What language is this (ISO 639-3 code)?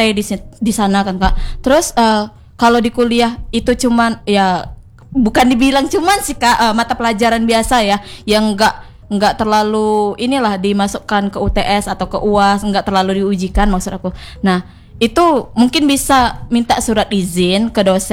ind